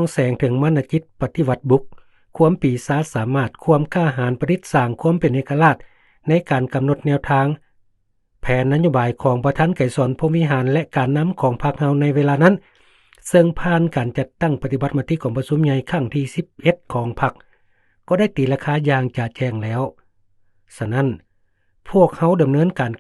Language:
Lao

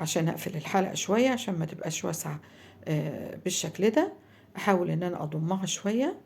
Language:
Egyptian Arabic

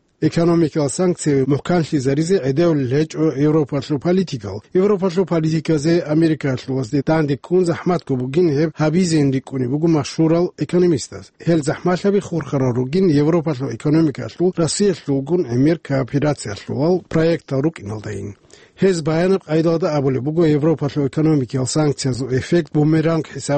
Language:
Avaric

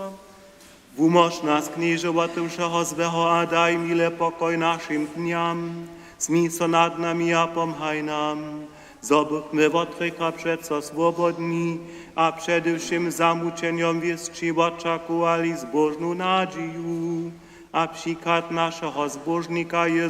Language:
Upper Sorbian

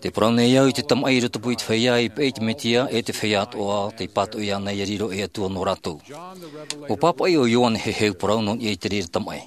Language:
Tahitian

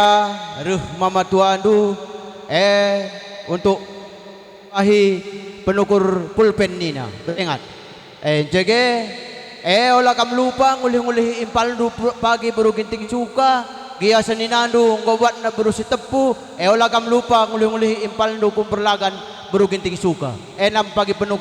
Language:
Batak Karo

